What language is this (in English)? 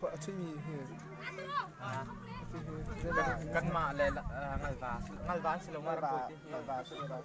Hakha Chin